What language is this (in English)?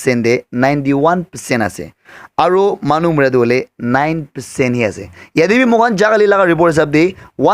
Naga Pidgin